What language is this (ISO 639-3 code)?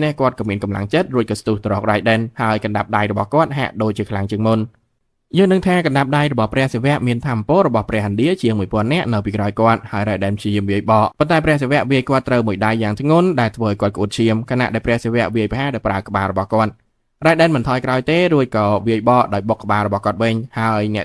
khm